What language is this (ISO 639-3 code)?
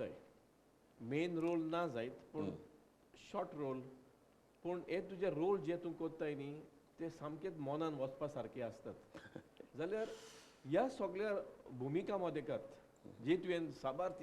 kok